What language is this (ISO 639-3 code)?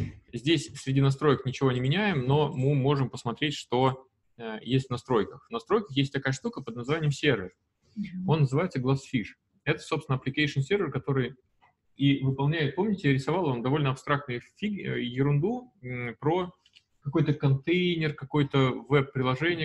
rus